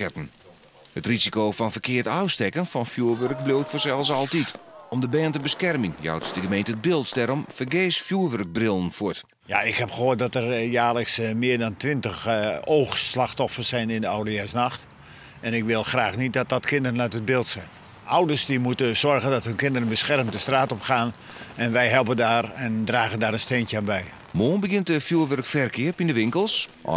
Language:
Western Frisian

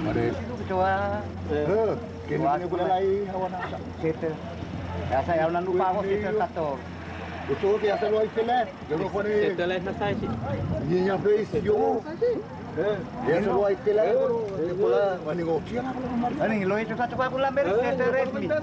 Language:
Dehu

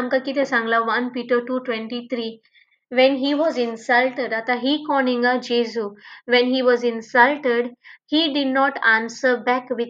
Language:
Konkani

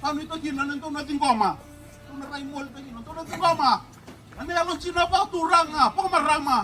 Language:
Fijian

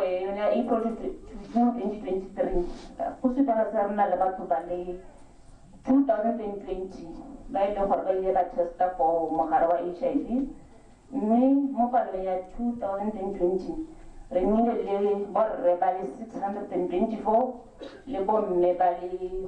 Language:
Tswana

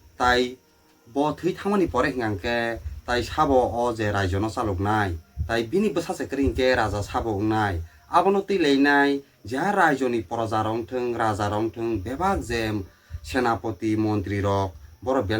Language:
Kok Borok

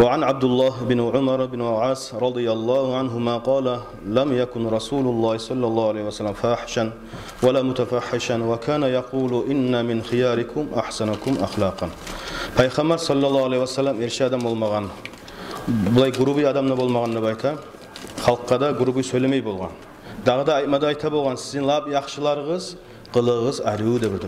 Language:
Kumyk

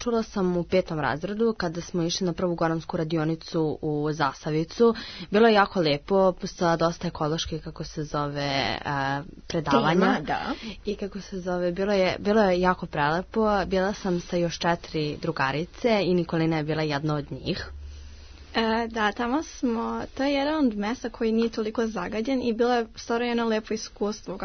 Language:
Serbian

